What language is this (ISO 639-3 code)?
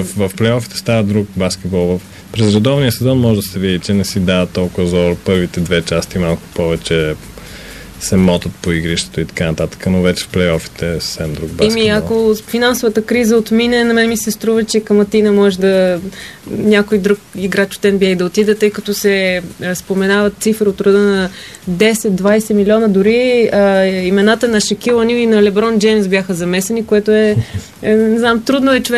bul